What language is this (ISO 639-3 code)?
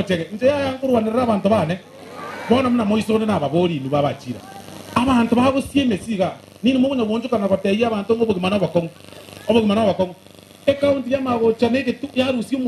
guz